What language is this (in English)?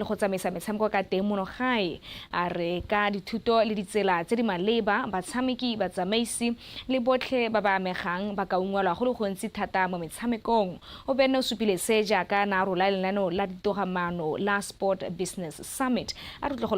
Tswana